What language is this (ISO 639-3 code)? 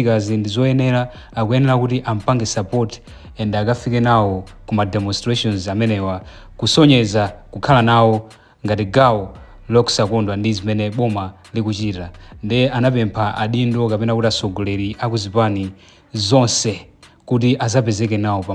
nya